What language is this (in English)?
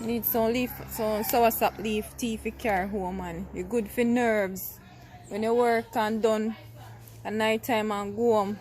Jamaican Creole English